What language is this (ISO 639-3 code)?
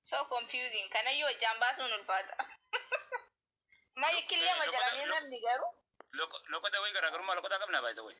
orm